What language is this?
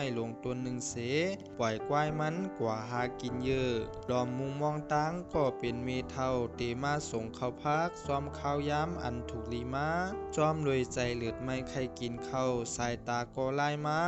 Shan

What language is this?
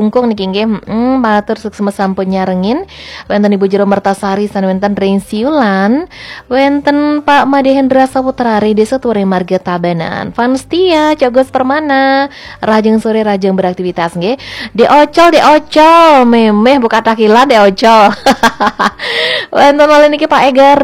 Balinese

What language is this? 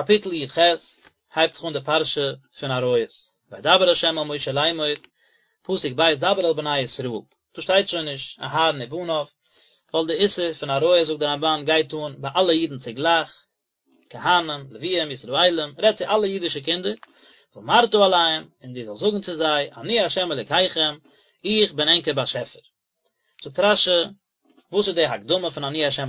Yiddish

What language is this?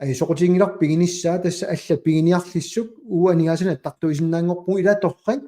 Kalaallisut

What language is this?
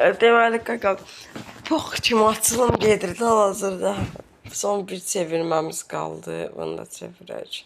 Azerbaijani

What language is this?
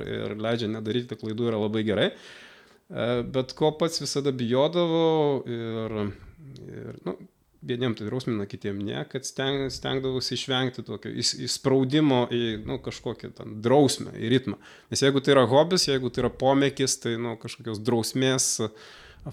Lithuanian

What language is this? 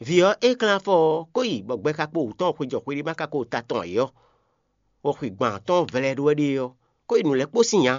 Fon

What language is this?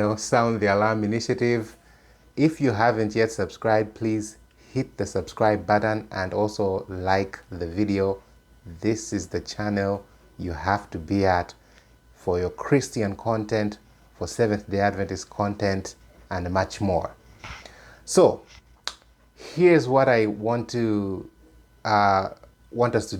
English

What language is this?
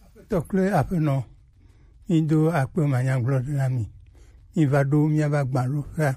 Gen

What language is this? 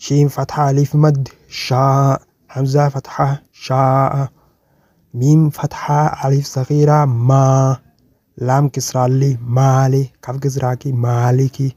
Oromo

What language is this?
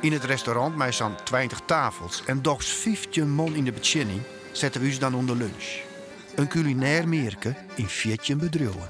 Western Frisian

